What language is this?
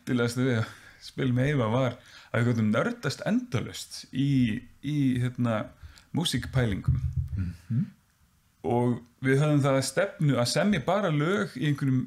Icelandic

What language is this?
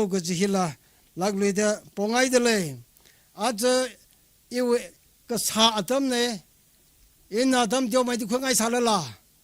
Tangkhul Naga (India)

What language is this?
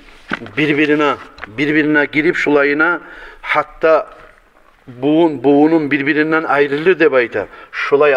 Kumyk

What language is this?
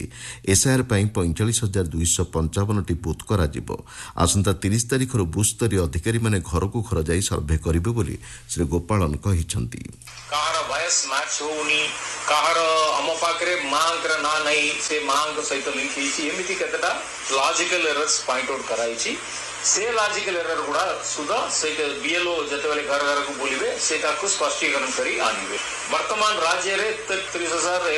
Odia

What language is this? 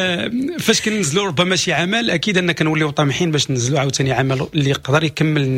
Moroccan Arabic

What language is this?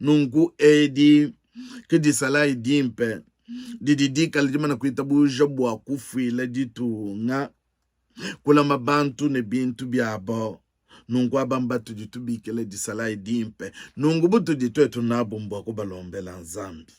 Luba-Lulua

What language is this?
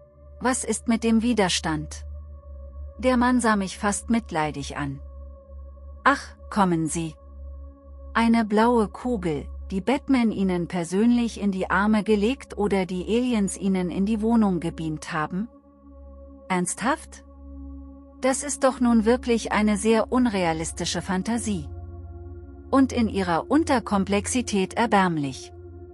German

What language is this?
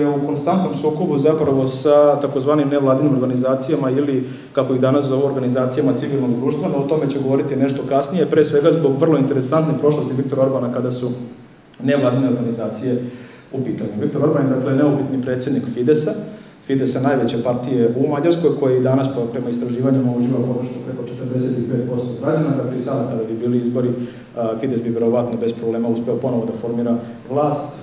Serbian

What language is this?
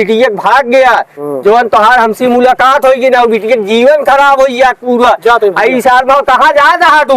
Awadhi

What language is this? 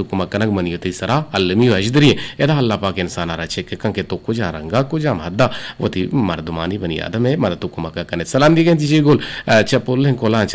Eastern Balochi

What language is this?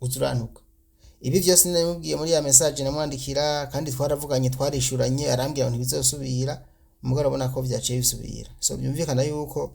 Rundi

